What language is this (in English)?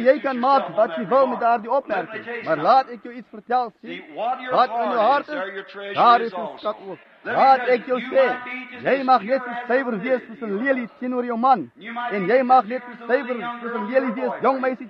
Afrikaans